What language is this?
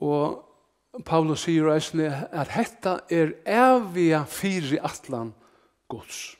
Faroese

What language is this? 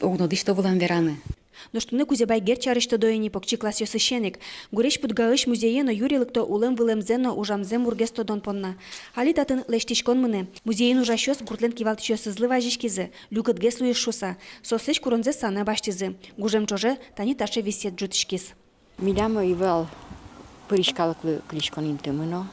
Udmurt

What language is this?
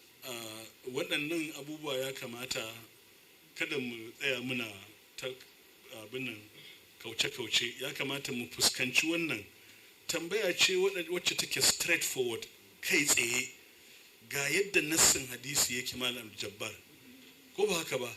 Hausa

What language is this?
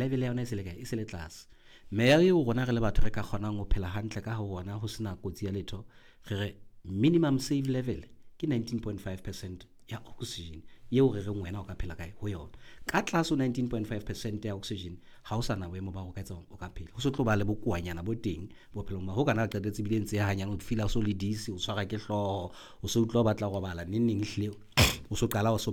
Southern Sotho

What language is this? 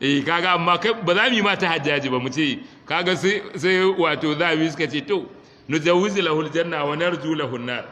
Hausa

